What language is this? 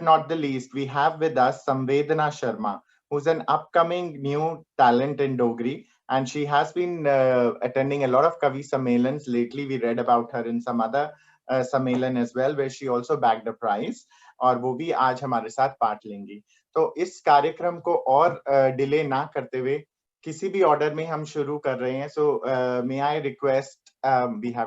Dogri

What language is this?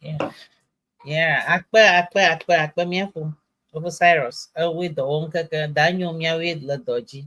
Ewe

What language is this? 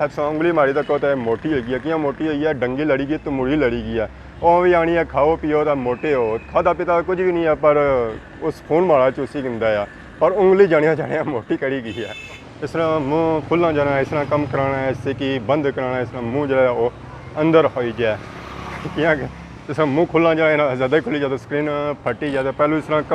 Pahari-Potwari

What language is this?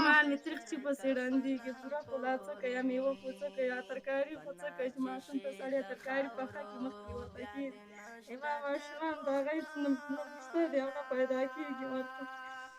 Pashto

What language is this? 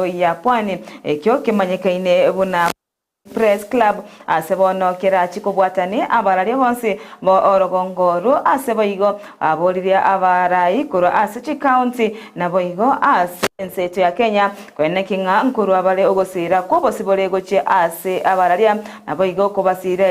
Gusii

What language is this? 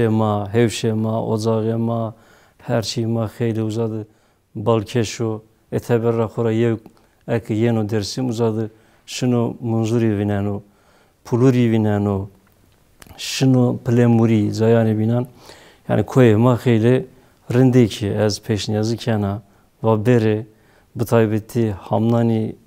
Zaza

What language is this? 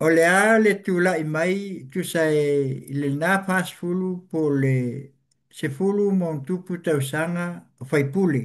Samoan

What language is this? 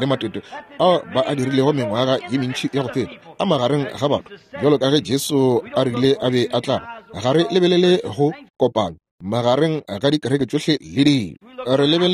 Northern Sotho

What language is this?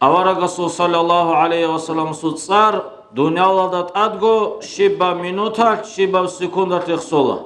Avaric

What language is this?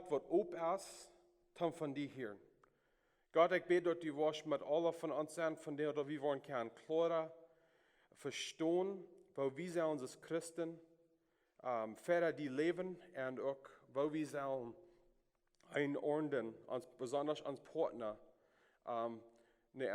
Plautdietsch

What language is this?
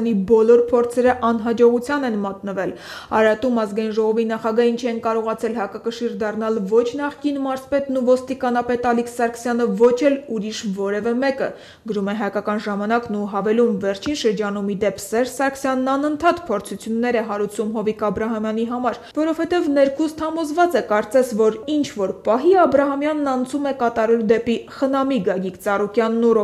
Armenian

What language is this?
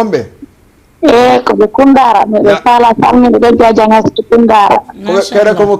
Fula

